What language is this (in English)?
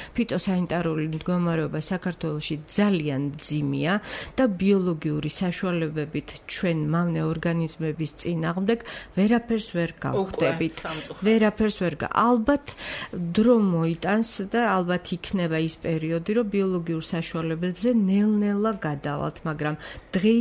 Georgian